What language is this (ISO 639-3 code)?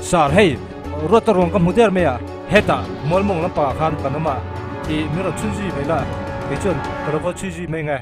lus